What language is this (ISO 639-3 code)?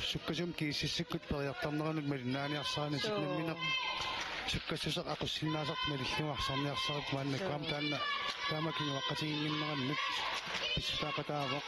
kal